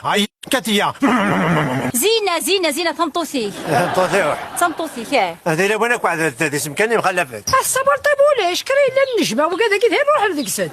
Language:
Kabyle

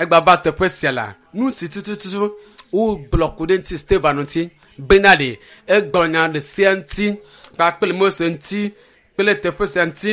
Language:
Ewe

